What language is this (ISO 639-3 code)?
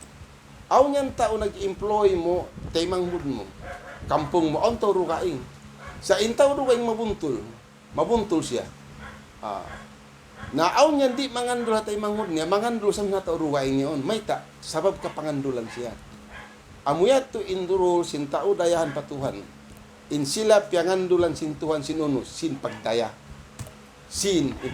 tsg